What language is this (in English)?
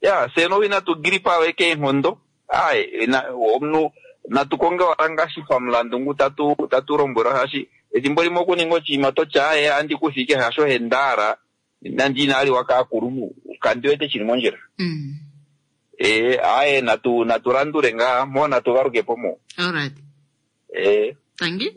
Kuanyama